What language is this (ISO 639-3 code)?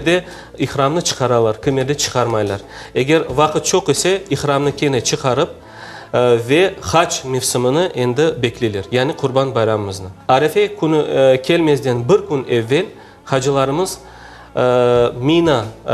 crh